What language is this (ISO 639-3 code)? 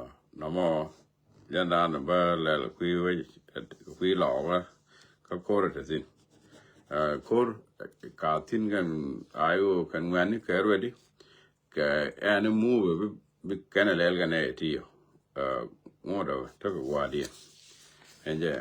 nus